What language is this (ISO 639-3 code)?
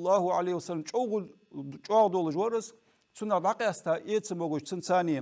inh